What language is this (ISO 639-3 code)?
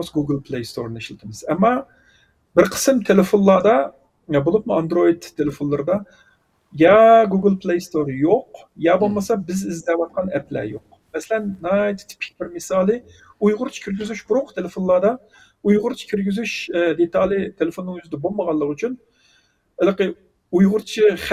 uig